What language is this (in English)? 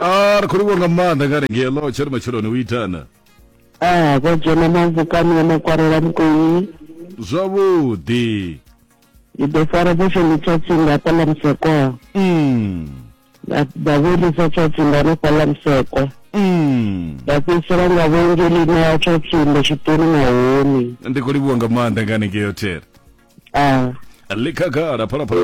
Venda